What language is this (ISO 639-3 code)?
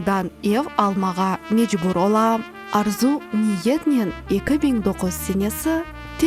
crh